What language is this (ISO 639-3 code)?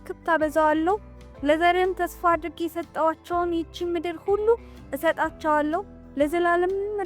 amh